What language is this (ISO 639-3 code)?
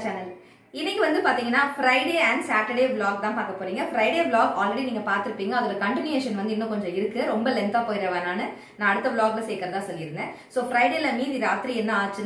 tam